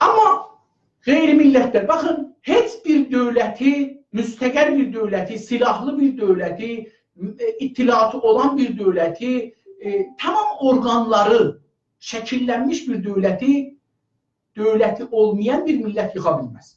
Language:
South Azerbaijani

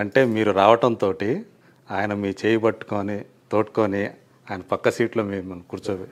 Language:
Telugu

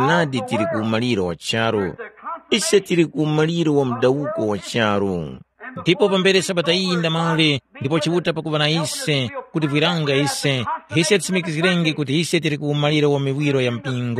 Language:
Tumbuka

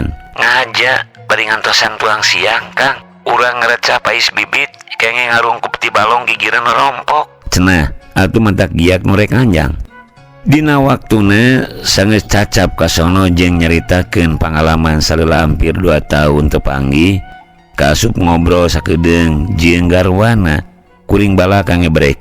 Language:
Sundanese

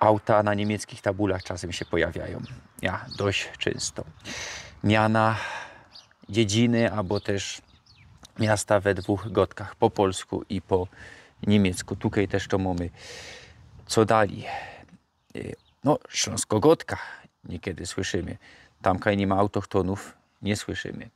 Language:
Silesian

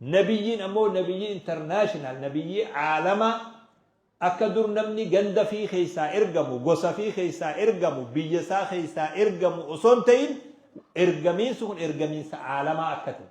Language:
Oromo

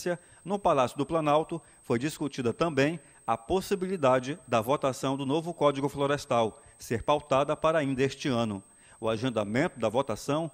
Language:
Portuguese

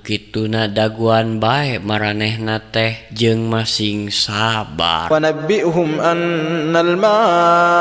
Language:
Sundanese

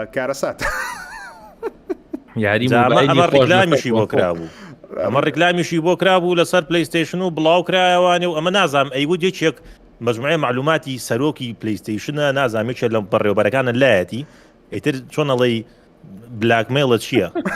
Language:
Central Kurdish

